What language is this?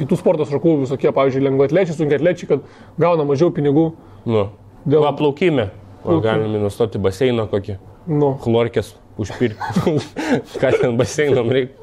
Lithuanian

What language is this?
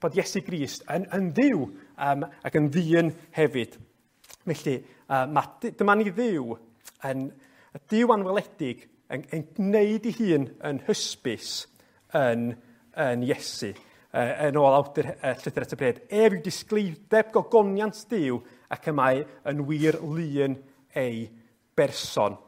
Welsh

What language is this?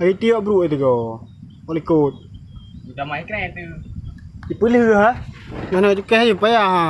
Achinese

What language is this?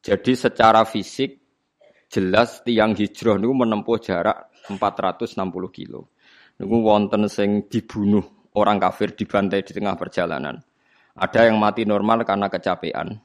Javanese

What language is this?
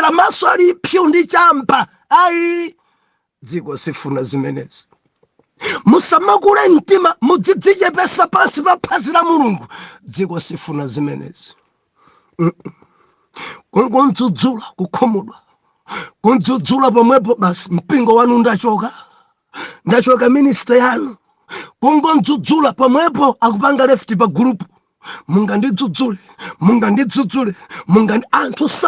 Nyanja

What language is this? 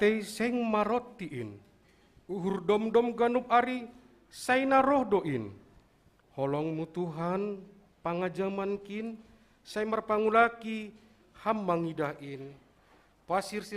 Batak Simalungun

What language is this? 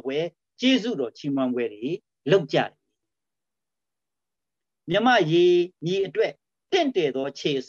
Burmese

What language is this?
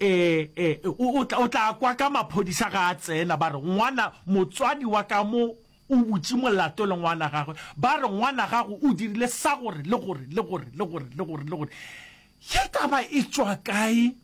Northern Sotho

